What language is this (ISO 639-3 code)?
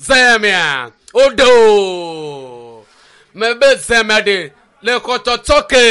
ewe